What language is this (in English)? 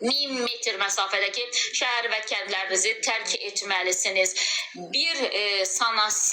Azerbaijani